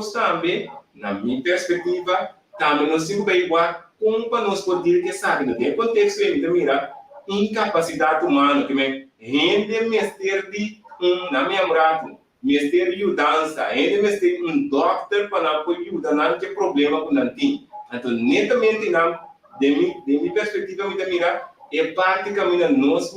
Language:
Papiamento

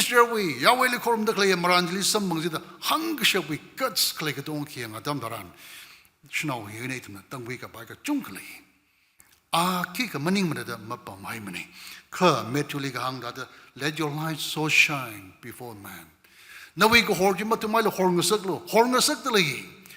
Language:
Tangkhul Naga (India)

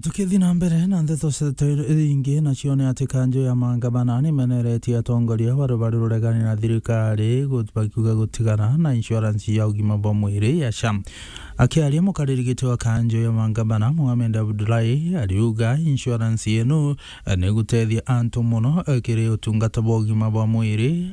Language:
Meru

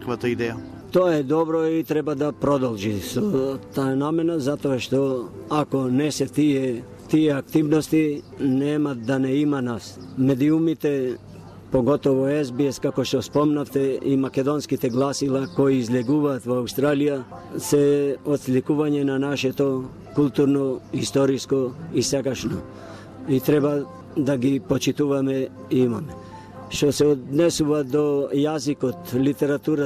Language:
Macedonian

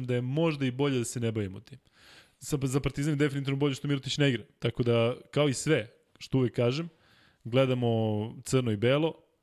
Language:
Serbian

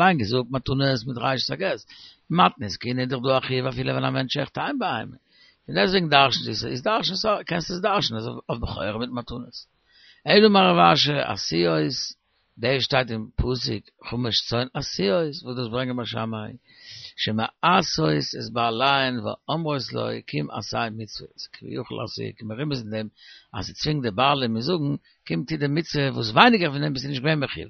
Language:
Yiddish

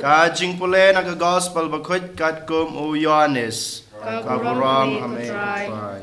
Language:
Khasi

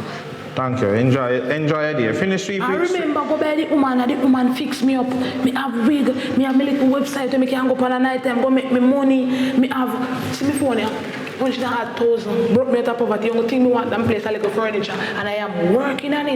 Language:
Jamaican Creole English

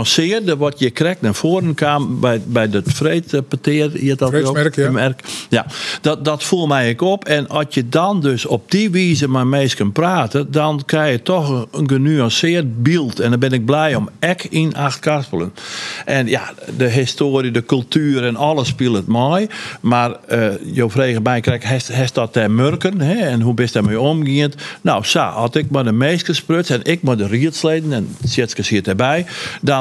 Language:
Western Frisian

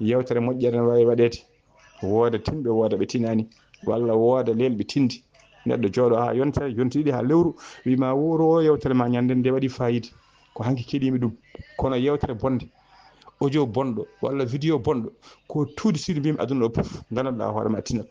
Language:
Fula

